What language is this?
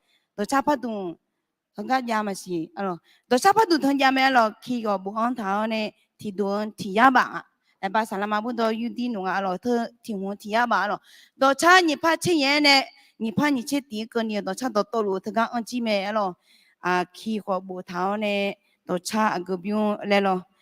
Akha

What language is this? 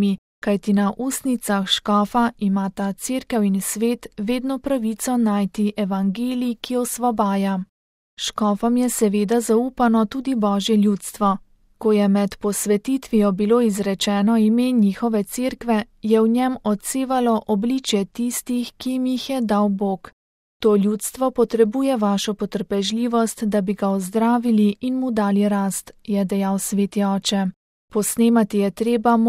Slovenian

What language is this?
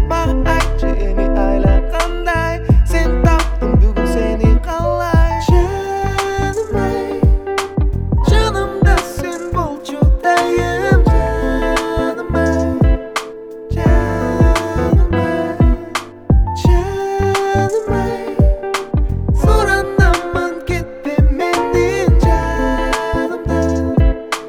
Kazakh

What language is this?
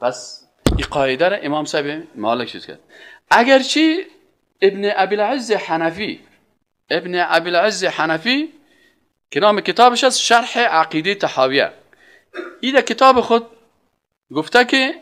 Persian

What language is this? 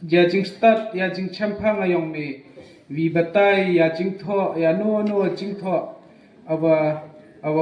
Khasi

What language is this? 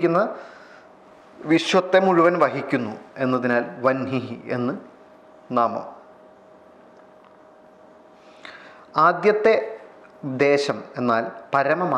Malayalam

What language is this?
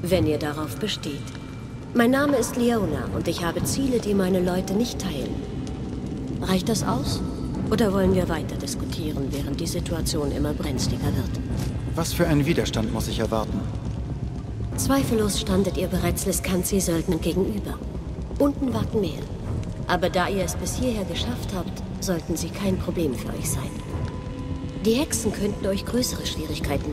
German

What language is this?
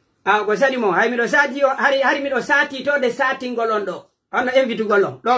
Pular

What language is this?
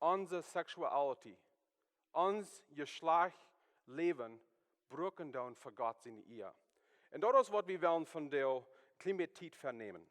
Plautdietsch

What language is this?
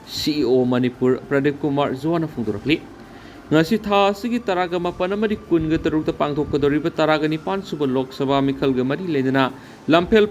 Manipuri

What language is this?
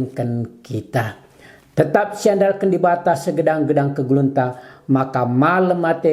Batak Karo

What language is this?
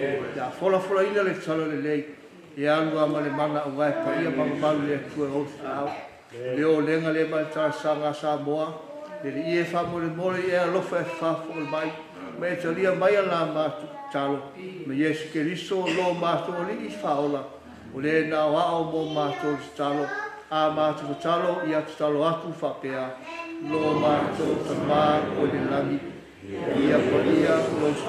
Samoan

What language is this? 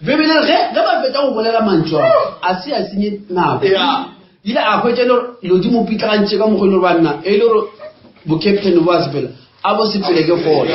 Northern Sotho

